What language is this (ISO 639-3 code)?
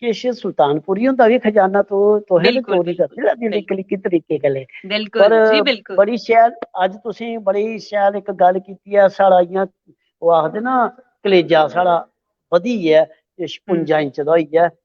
doi